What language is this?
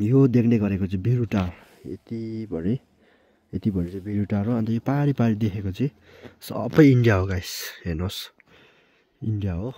Nepali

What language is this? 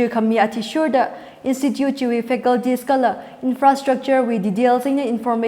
Tangkhul Naga (India)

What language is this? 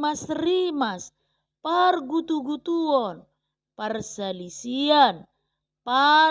Batak Toba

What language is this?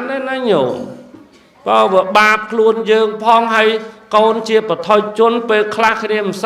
Khmer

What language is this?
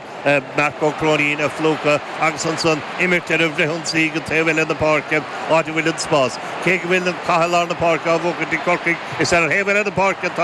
Irish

